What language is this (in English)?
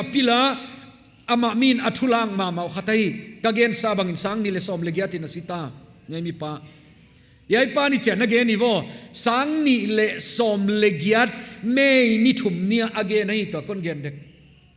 Paite Chin